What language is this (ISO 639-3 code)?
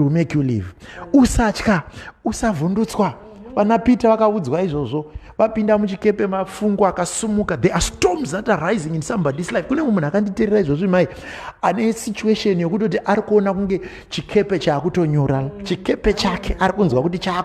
sna